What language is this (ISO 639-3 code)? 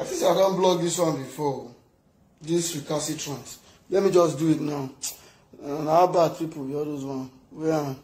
pcm